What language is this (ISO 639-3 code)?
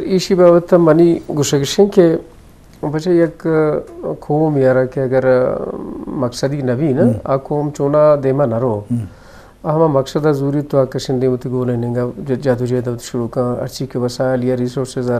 bgp